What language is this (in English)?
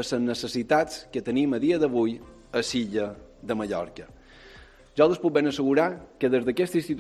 Catalan